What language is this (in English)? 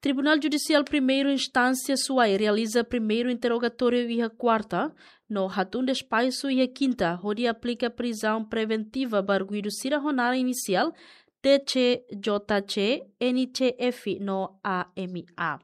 Tetum